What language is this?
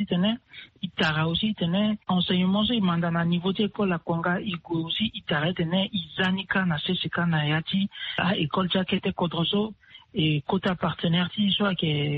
Sango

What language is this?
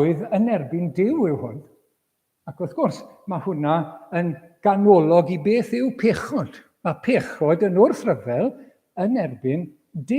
Welsh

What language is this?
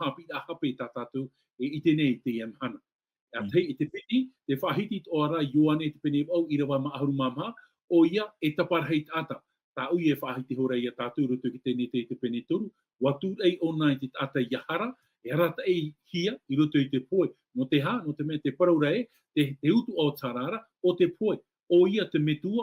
Tahitian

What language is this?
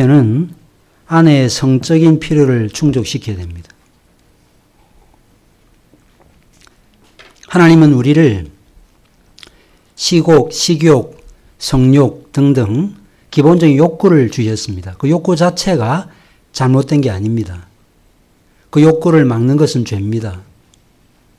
Korean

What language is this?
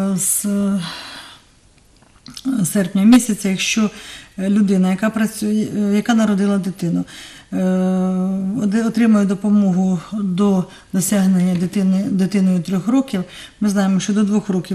Ukrainian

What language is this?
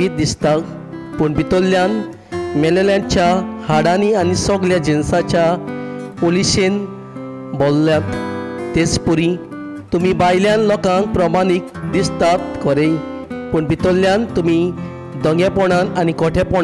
Konkani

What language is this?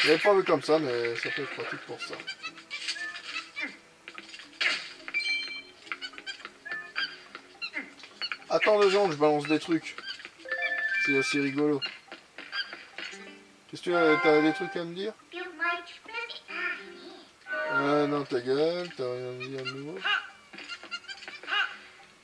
French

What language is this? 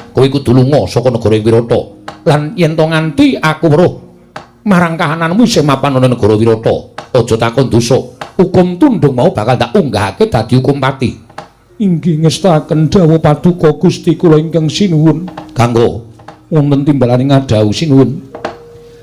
Javanese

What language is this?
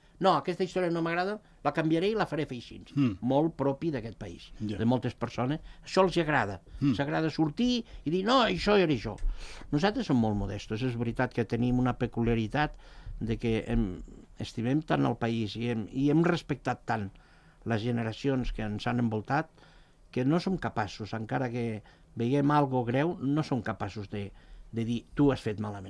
Catalan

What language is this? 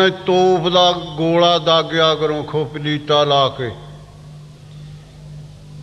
Punjabi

